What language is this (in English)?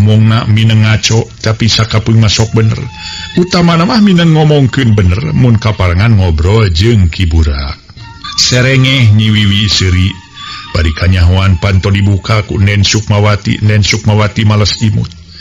Sundanese